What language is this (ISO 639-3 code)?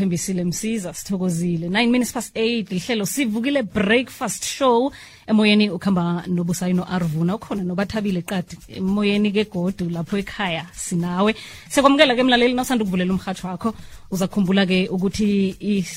xho